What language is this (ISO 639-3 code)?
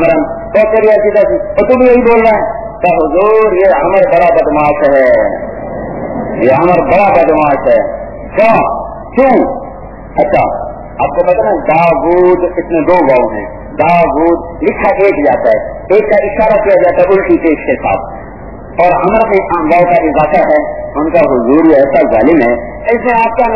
urd